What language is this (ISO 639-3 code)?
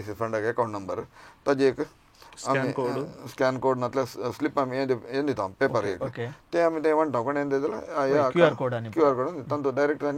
kok